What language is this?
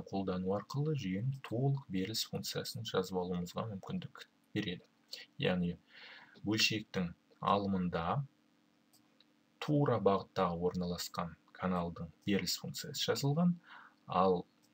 Kazakh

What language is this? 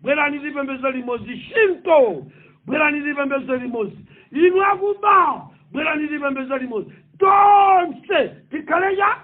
Nyanja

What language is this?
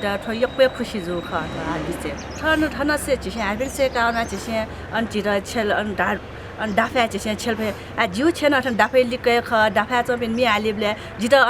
Newari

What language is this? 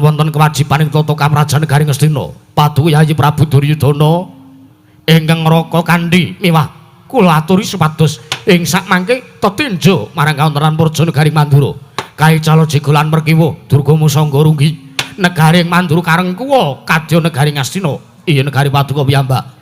Javanese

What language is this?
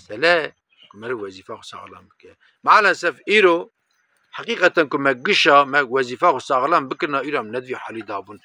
Kurdish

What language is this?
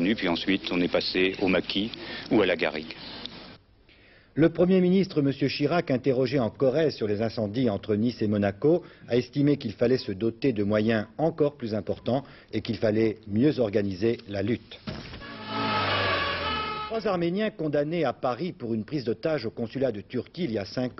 French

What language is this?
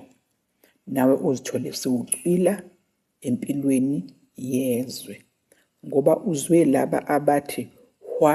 Zulu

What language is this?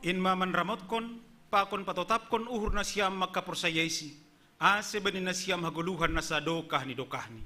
Batak Simalungun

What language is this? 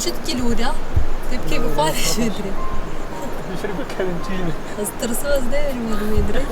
Kurdish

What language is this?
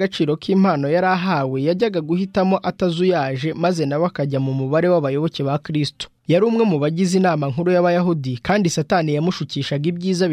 Kinyarwanda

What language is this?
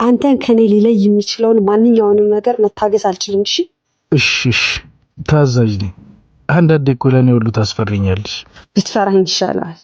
Amharic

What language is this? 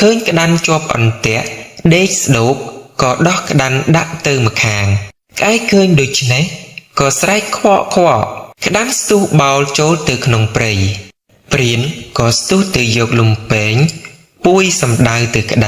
Khmer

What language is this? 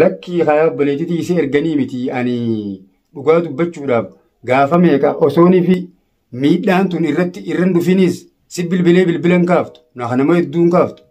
Oromo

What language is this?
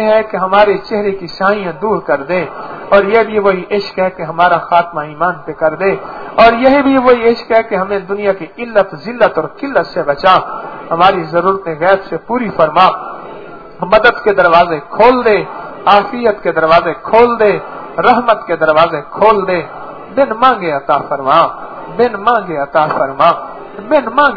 Urdu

